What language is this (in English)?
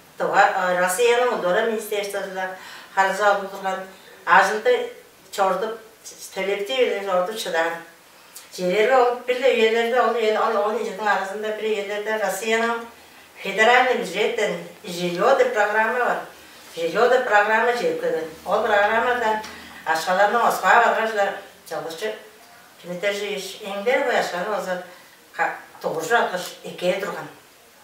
Tuvinian